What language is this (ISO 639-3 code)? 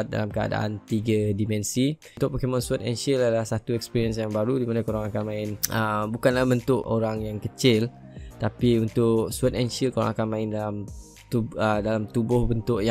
msa